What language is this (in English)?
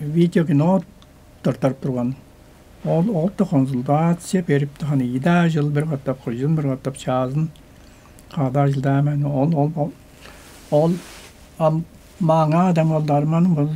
Tuvinian